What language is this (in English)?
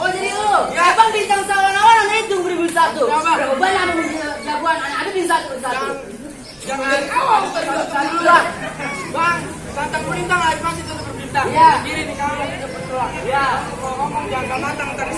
Betawi